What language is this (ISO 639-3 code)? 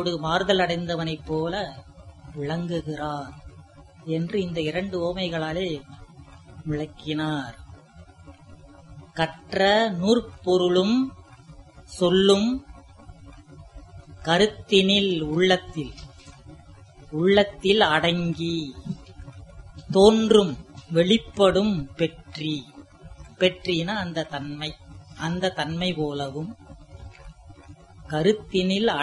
tam